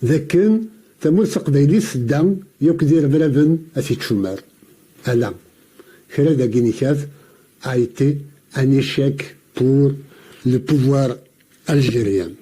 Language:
Kabyle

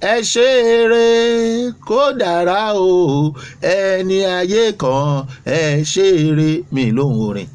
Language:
Yoruba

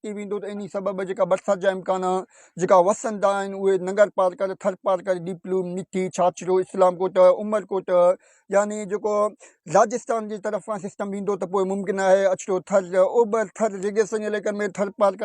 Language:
Sindhi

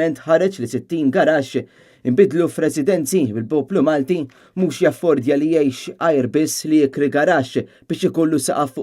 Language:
Maltese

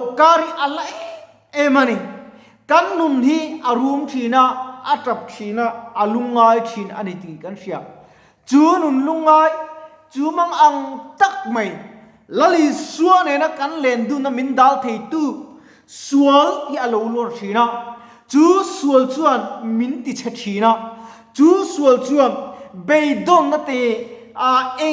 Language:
Mizo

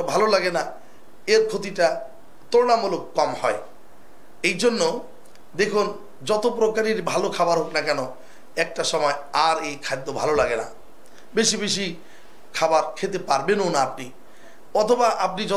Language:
Bangla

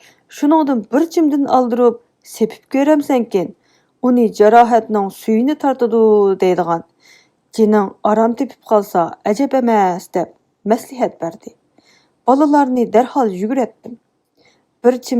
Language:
Uyghur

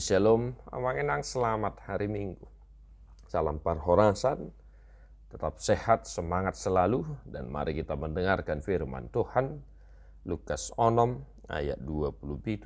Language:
Batak Toba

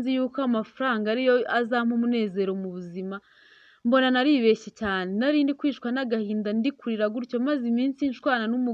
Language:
Kinyarwanda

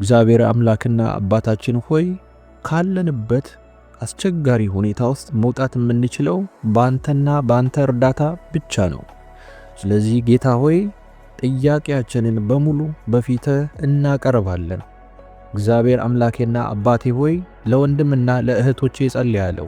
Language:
Amharic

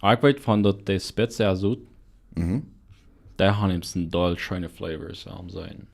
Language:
Plautdietsch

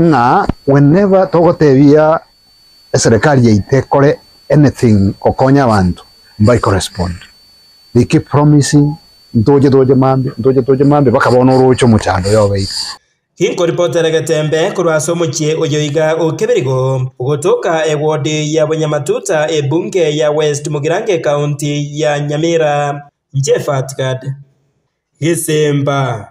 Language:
Gusii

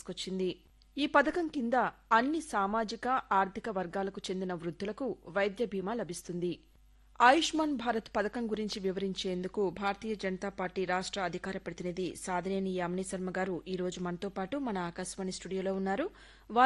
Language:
Telugu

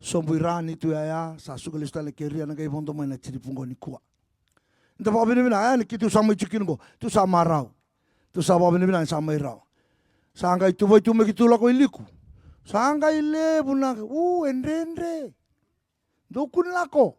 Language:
Fijian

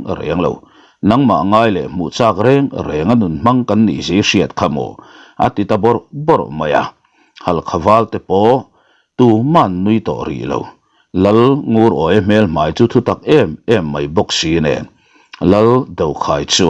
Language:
Mizo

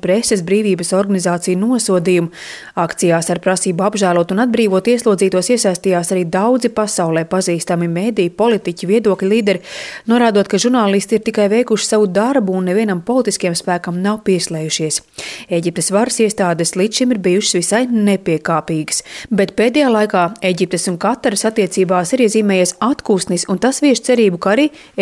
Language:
Latvian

